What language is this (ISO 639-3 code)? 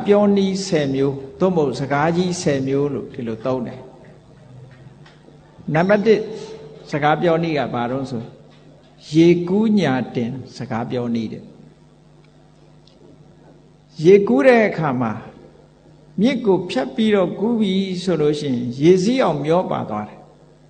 mya